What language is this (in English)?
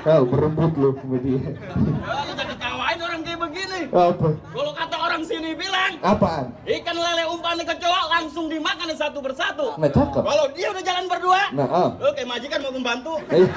Betawi